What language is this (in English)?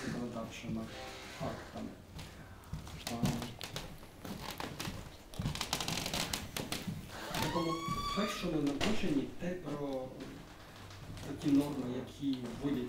Ukrainian